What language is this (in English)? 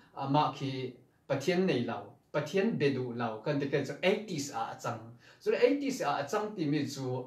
Falam Chin